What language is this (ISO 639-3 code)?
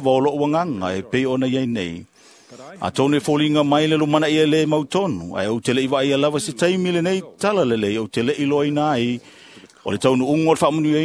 smo